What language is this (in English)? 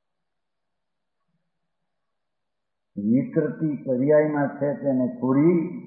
Gujarati